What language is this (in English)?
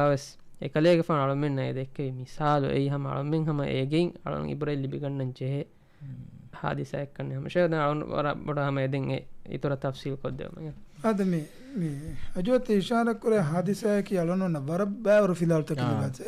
Divehi